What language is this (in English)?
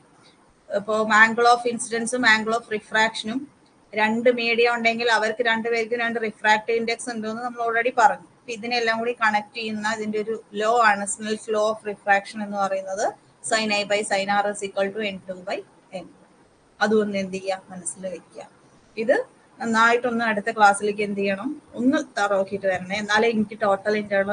Malayalam